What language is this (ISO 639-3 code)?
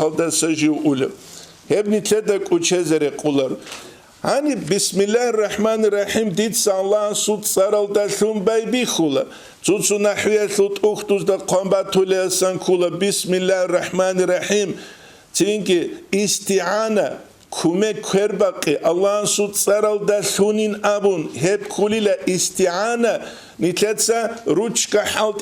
ava